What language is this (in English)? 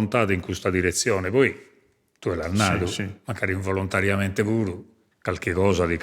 Sardinian